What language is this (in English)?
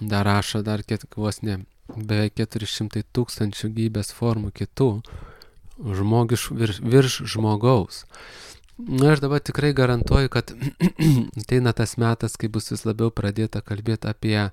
Lithuanian